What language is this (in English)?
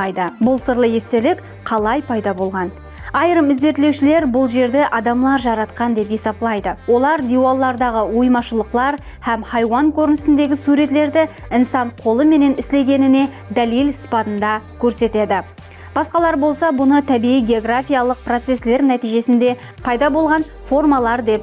Kara-Kalpak